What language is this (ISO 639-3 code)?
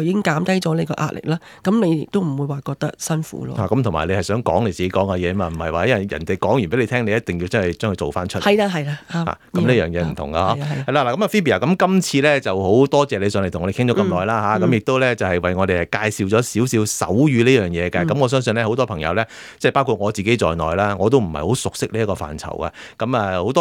yue